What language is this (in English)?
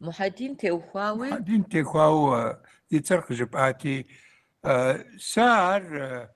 Kabardian